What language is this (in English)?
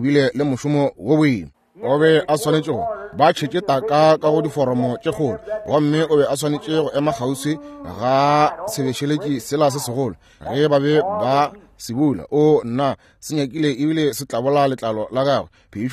Northern Sotho